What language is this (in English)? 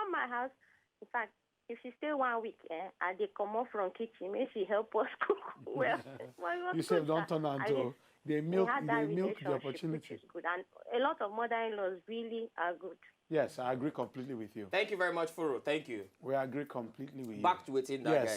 Nigerian Pidgin